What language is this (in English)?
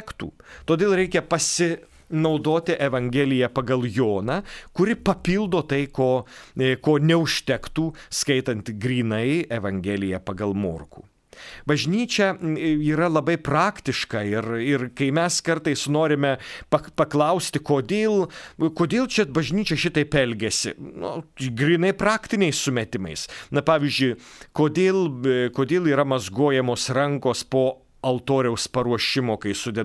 Lithuanian